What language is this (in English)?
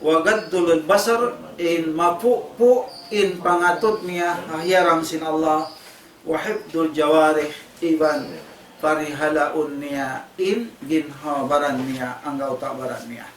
Tausug